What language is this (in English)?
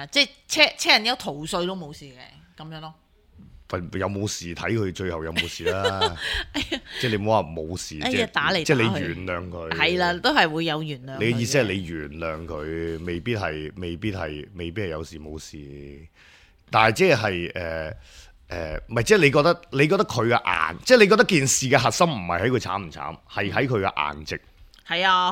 Cantonese